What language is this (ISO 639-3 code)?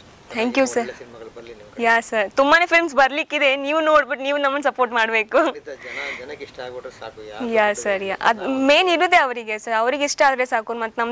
kan